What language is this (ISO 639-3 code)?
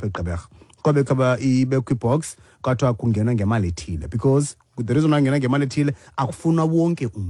xho